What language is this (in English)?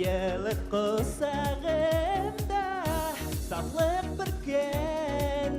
Bashkir